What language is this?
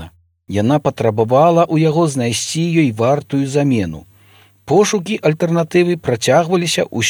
Belarusian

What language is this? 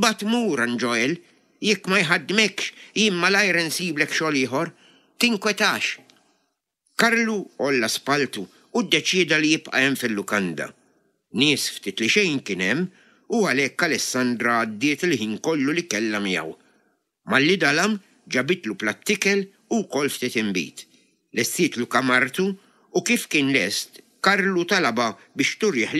Maltese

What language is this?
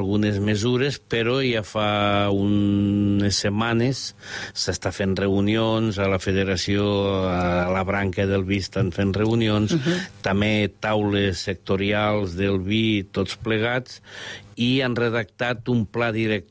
Catalan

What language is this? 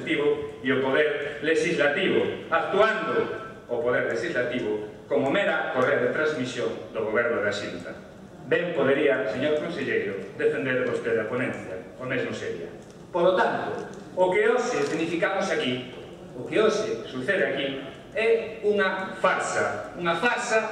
Galician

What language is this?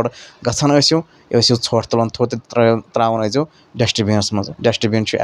Kashmiri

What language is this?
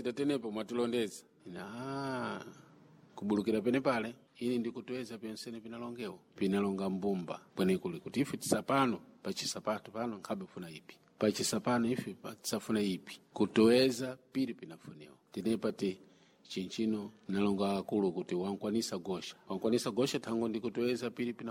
Sena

